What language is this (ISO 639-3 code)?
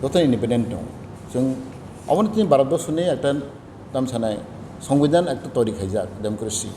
trp